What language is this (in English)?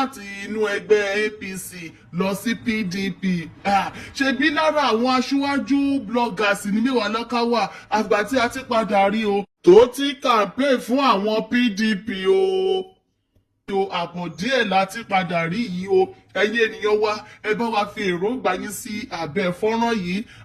Yoruba